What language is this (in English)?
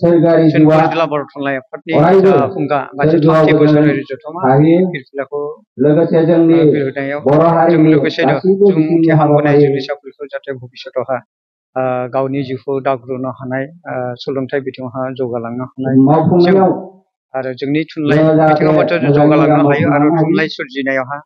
Bodo